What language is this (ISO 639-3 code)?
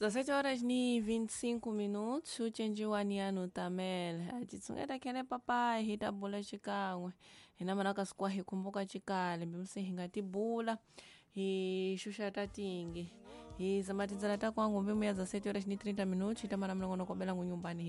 tso